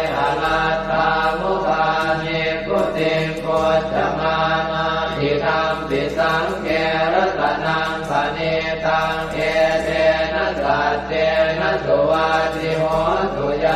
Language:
Pali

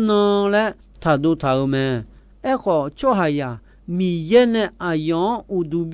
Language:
Akha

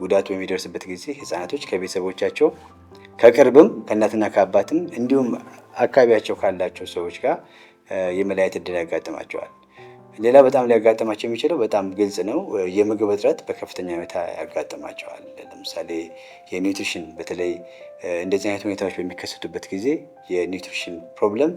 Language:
Amharic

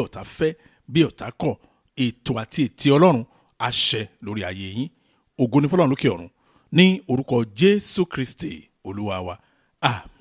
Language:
Yoruba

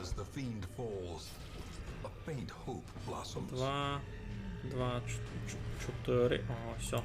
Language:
Rusyn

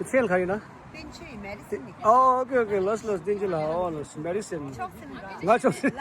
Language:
Tibetan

